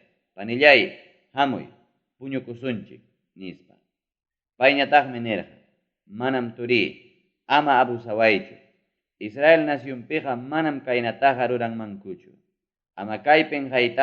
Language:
Ayacucho Quechua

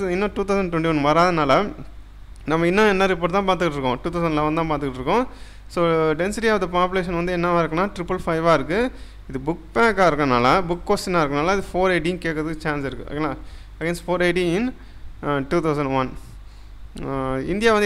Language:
Tamil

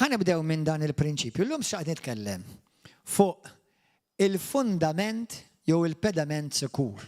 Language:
Maltese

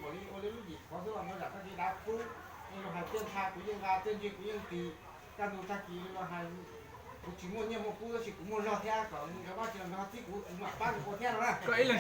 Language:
Hmong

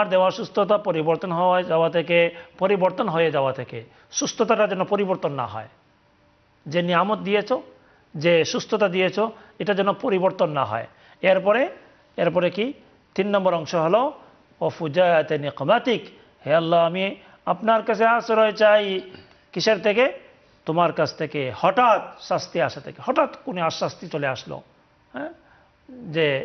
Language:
Bangla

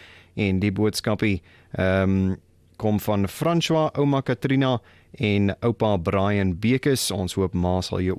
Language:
Afrikaans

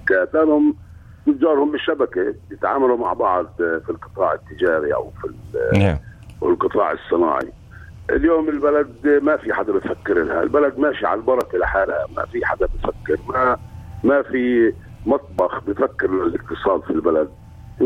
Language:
North Levantine Arabic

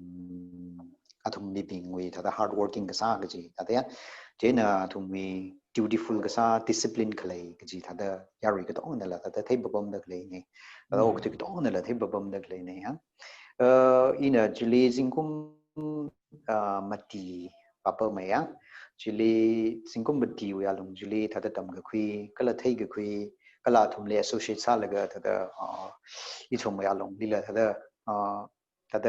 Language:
Tangkhul Naga (India)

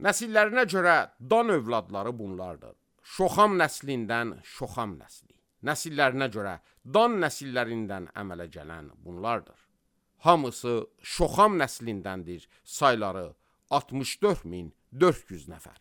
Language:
Azerbaijani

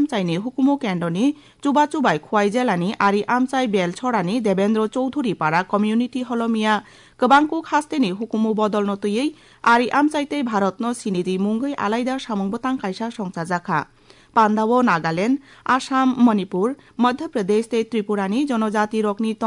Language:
Kok Borok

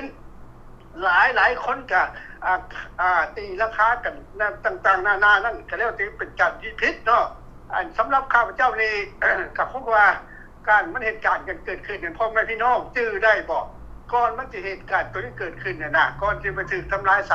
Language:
Lao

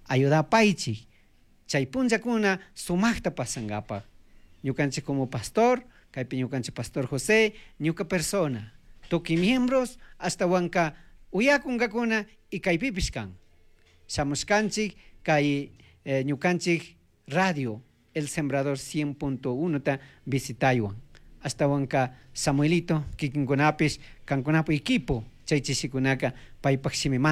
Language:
Chimborazo Highland Quichua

